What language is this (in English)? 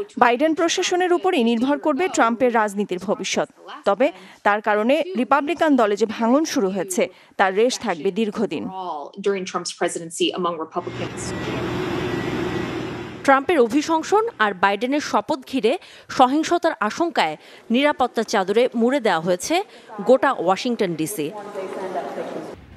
Bangla